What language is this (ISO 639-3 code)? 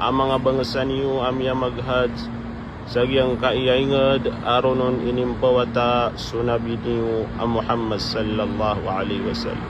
mrw